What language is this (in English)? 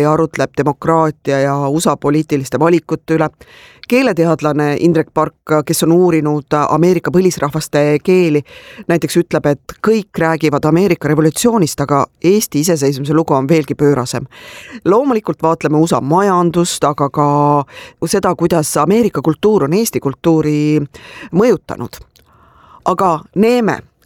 Estonian